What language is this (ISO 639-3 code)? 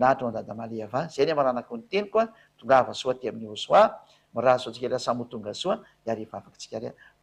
mlg